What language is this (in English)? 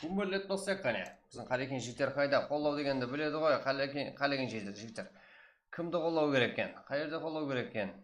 Kara-Kalpak